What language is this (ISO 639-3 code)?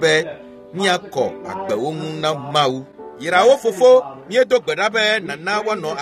ewe